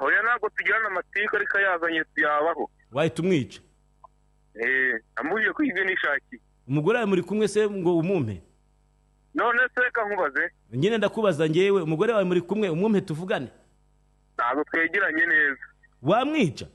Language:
Kinyarwanda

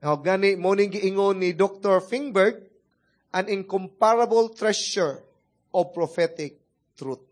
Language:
Cebuano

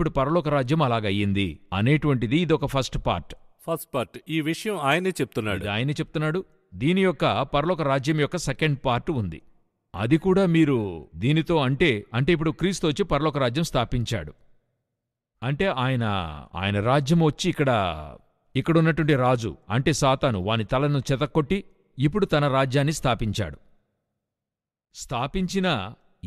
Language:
Telugu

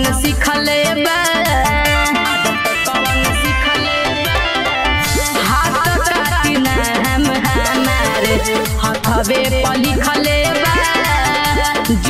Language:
Bhojpuri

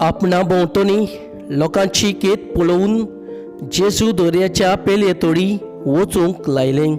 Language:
Konkani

